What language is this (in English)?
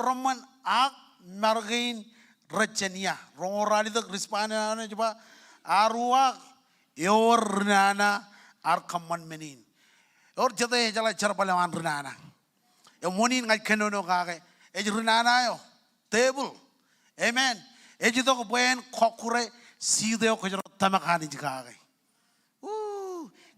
Marshallese